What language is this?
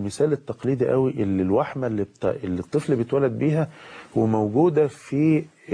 Egyptian Arabic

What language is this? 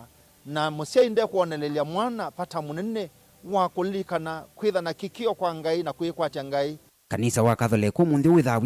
Kamba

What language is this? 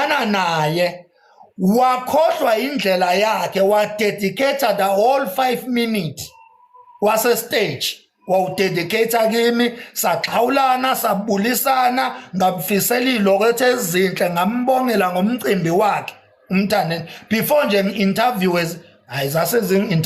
Zulu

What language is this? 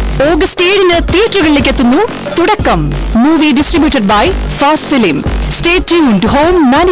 Malayalam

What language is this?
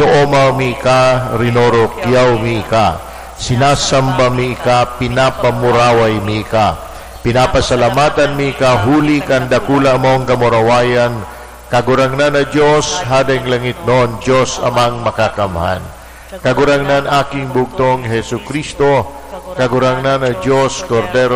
Bikol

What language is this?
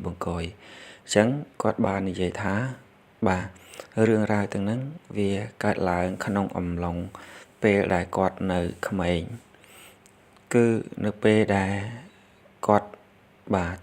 Khmer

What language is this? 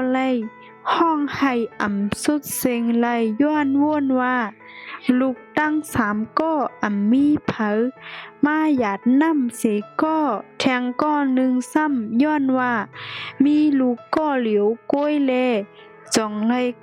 Shan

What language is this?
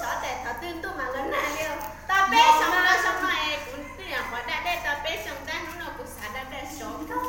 Hmong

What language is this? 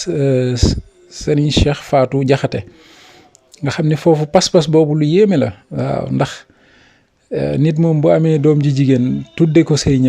Wolof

